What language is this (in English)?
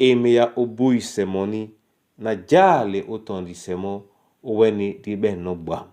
Duala